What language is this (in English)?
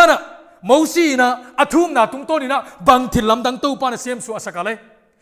Paite Chin